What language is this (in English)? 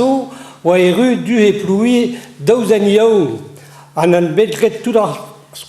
Breton